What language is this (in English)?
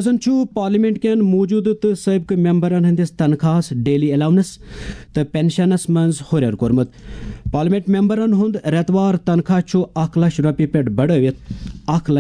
Kashmiri